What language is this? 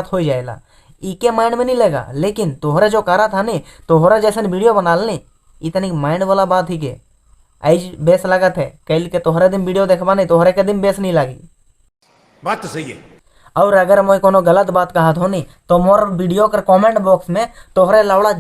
Sadri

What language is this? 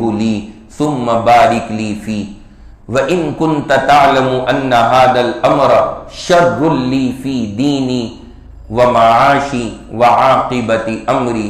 Urdu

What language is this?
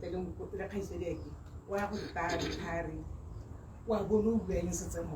Tswana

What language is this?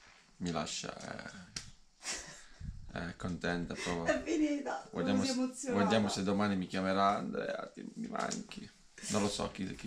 Italian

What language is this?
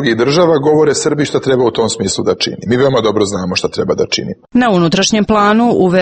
Serbian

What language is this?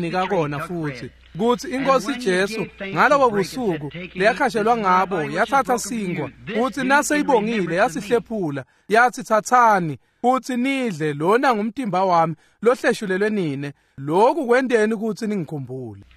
Swati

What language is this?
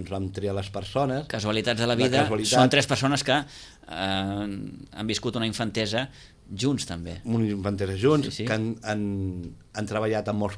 Catalan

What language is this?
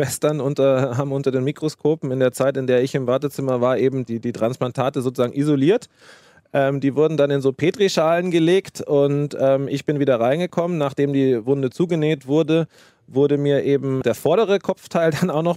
German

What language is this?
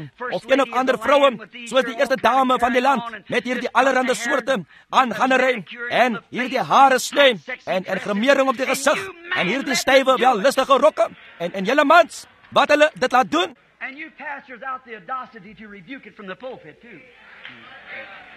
Afrikaans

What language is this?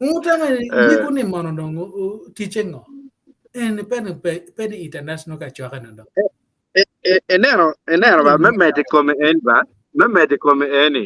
Acoli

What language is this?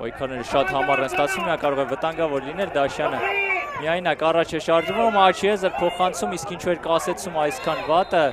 Armenian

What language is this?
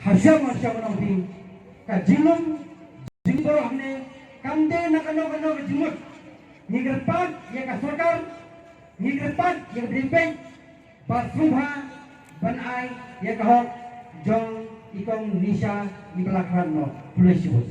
Khasi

